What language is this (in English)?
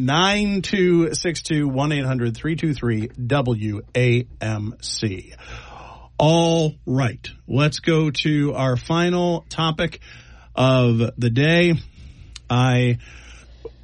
English